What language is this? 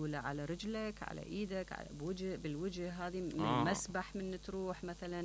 Mesopotamian Arabic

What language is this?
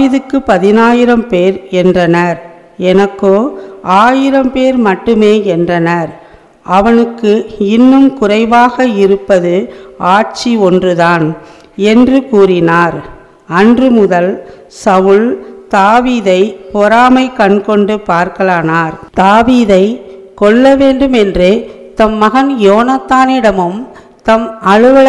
Tamil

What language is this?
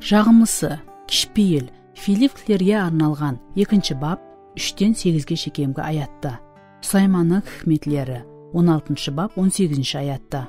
Kara-Kalpak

